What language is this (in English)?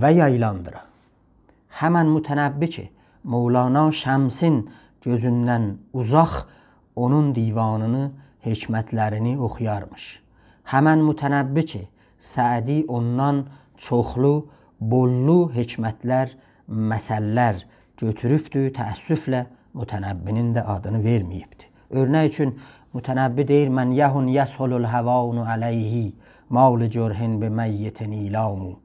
South Azerbaijani